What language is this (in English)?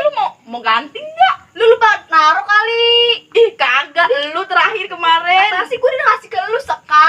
Betawi